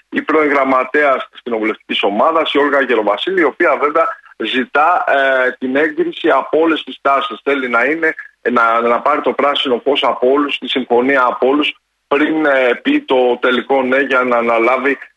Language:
Greek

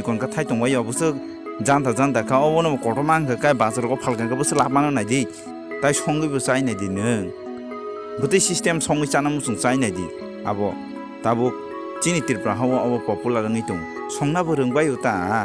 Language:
Kok Borok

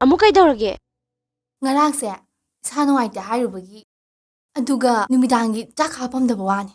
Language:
Manipuri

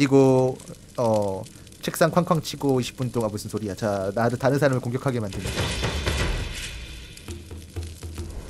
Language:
Korean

